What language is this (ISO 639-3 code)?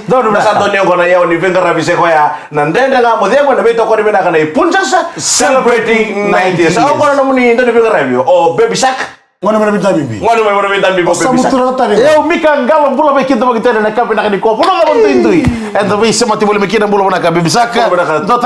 fij